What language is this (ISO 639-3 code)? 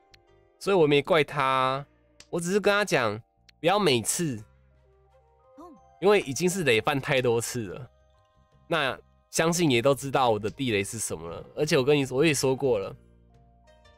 zho